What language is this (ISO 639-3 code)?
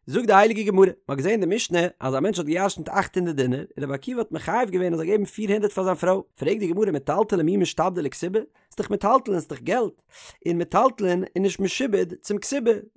yid